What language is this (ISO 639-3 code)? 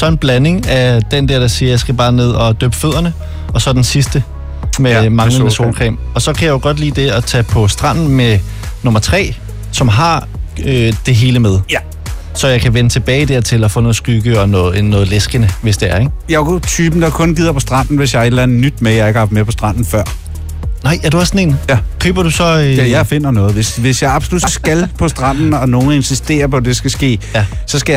dan